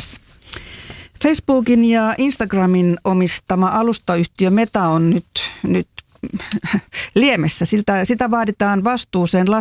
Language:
Finnish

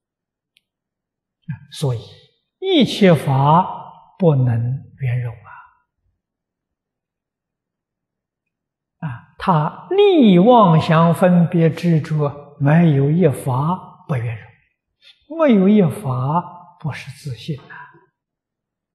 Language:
Chinese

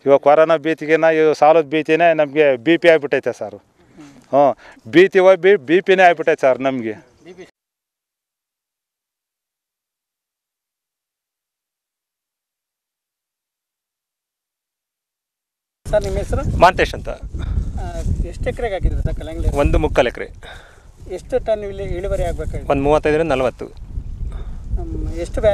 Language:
Kannada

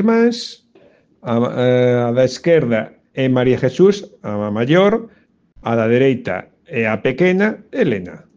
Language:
Galician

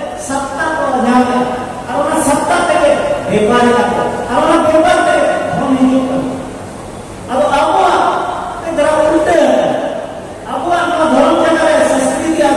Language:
Santali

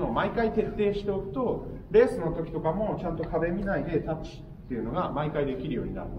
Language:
Japanese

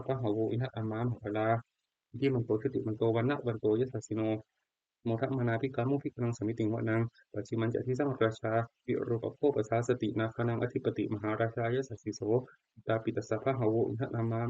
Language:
Pali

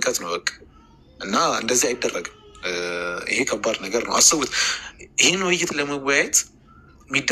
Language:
Amharic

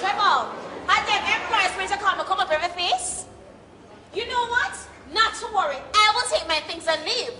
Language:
Jamaican Creole English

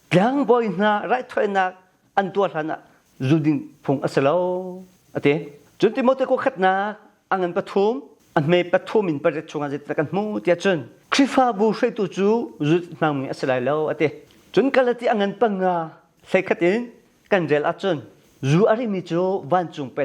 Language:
Hakha Chin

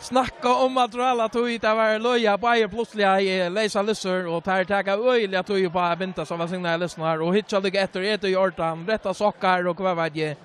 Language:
Faroese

